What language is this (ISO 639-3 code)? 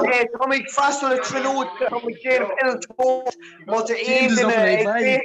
gle